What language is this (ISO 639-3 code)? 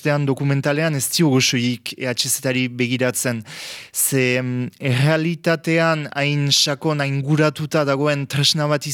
eus